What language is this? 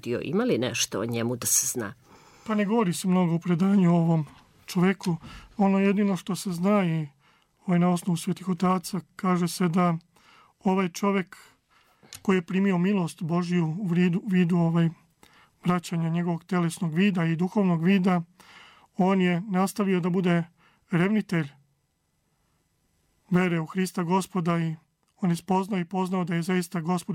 Serbian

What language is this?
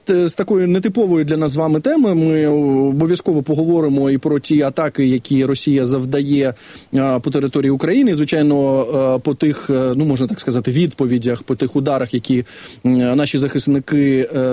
Ukrainian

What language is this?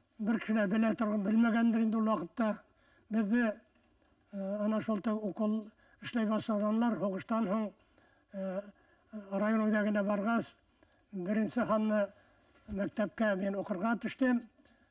Bashkir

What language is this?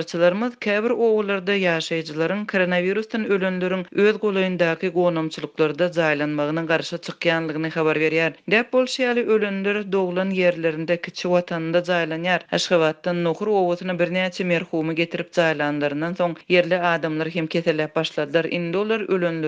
Turkmen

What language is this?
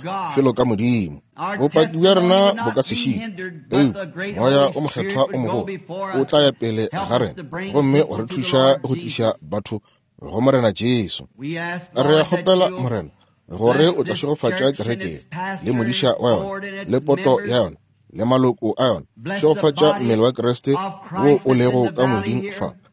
Northern Sotho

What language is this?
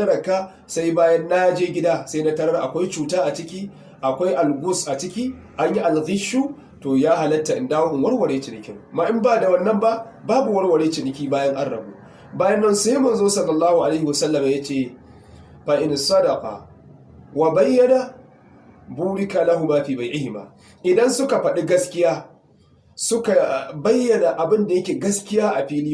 Hausa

